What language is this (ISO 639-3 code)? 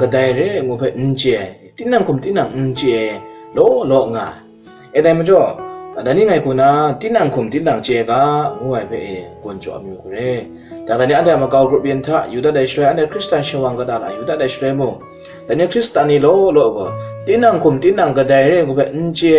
kac